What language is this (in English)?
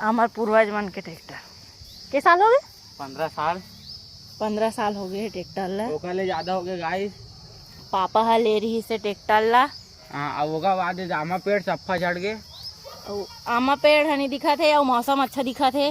Chhattisgarhi